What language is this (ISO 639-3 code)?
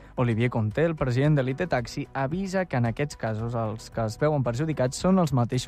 cat